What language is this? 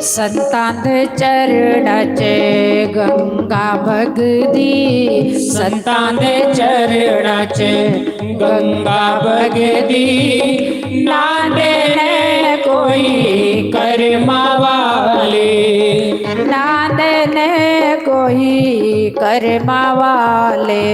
Dogri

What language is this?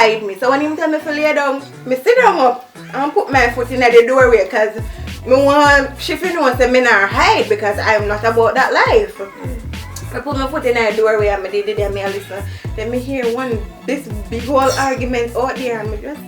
Jamaican Creole English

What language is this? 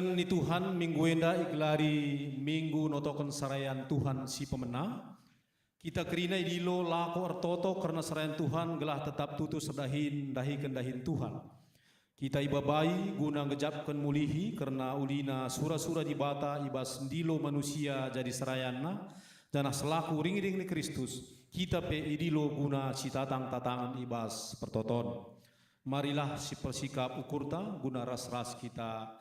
Batak Karo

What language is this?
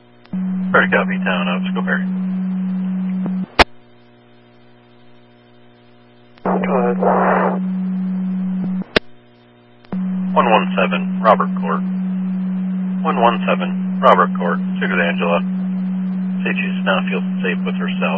English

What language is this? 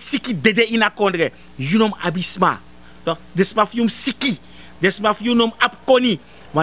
Sranan Tongo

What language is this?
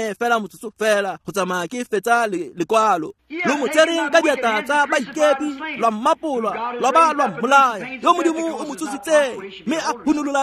Tswana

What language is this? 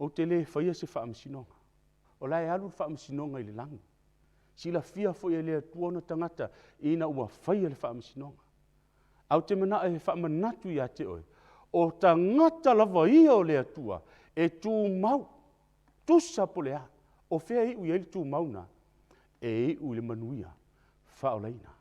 Samoan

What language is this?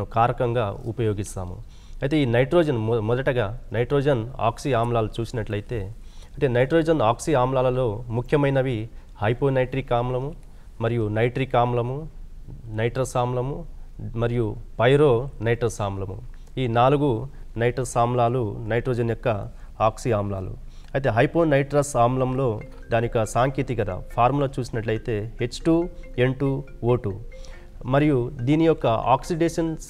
Telugu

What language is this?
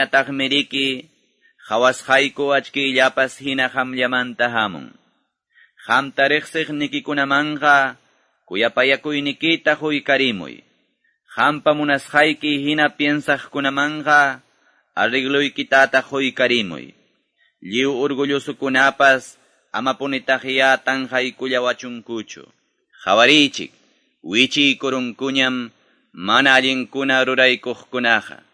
Quechua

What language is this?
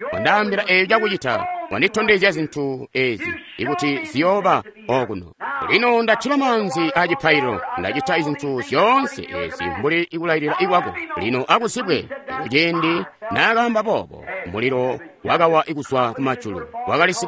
Tonga (Zambia)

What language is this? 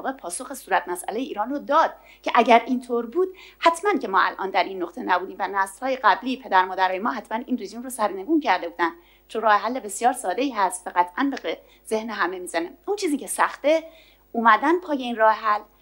Persian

